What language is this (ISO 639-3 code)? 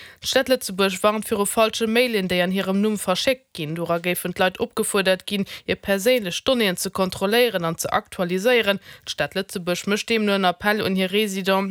ltz